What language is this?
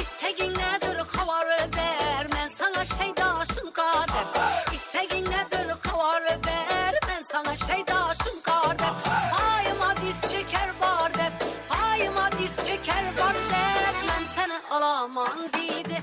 Kara-Kalpak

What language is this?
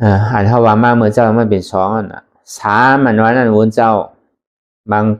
Shan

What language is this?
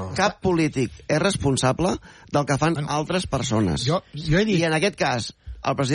Catalan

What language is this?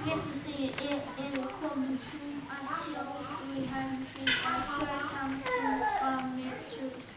Faroese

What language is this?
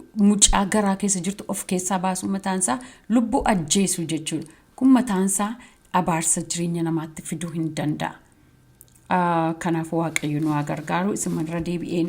Oromo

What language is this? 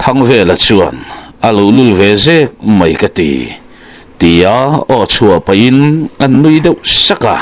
Mizo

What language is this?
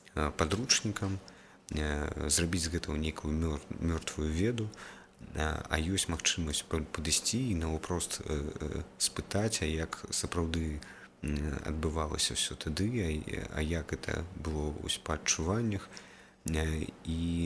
Belarusian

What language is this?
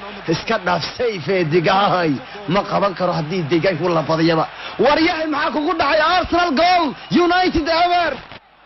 Somali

